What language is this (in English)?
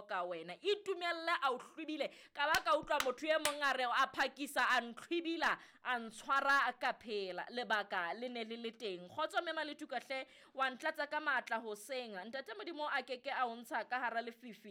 Southern Sotho